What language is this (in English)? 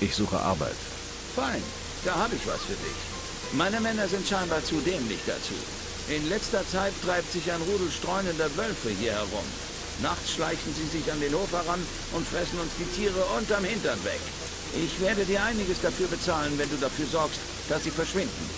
Bavarian